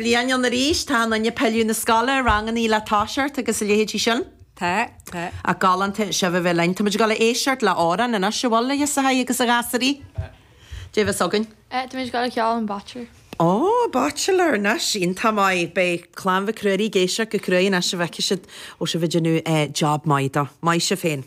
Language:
Irish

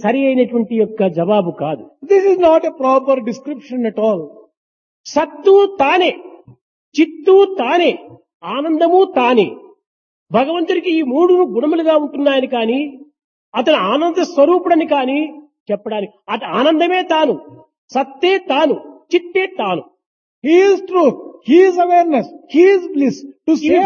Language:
Telugu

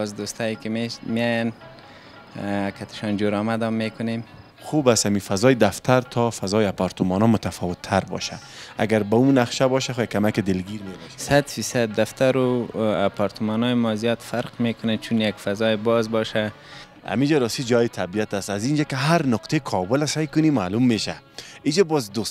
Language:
Persian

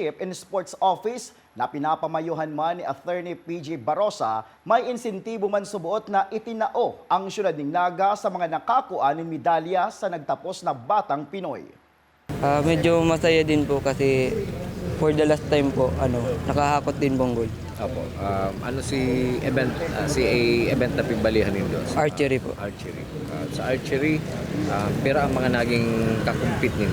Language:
Bikol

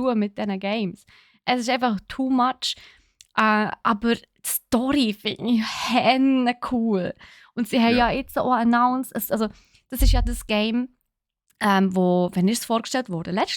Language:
Swiss German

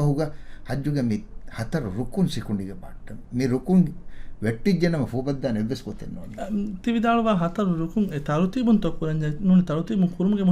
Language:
Divehi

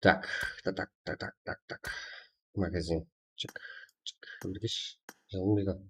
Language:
Kara-Kalpak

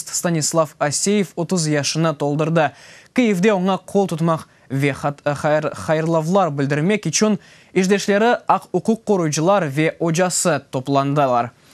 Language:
Crimean Tatar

